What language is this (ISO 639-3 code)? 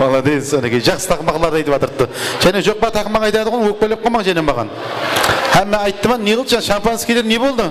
kaa